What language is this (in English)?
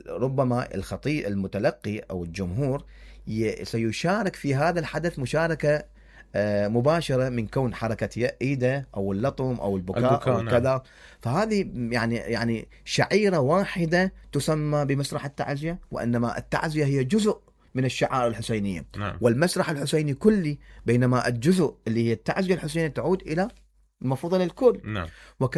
Mesopotamian Arabic